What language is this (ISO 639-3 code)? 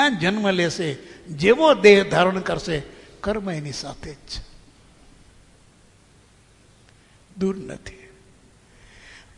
guj